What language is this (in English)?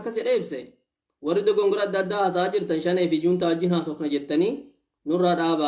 Oromo